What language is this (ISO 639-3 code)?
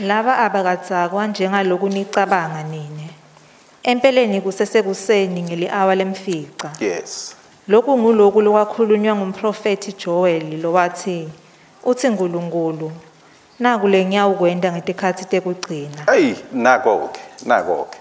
ssw